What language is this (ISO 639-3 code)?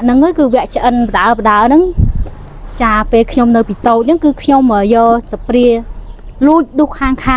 khm